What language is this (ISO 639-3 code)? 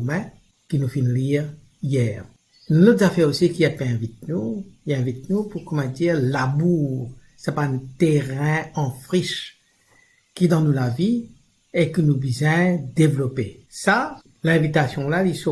mfe